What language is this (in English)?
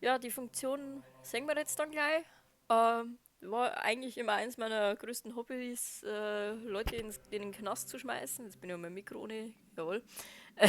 Bavarian